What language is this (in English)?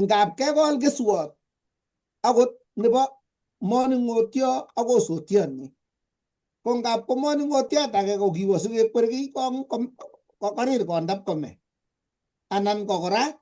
Kalenjin